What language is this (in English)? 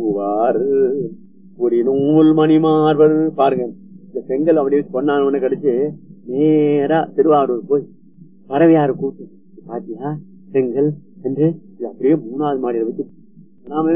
Tamil